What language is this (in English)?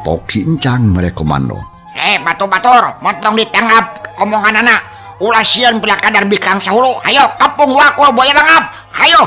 Sundanese